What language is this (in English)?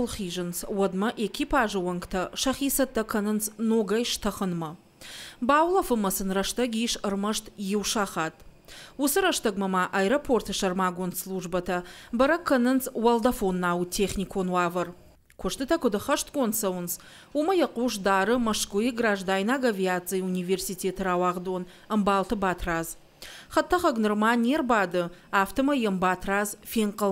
Ossetic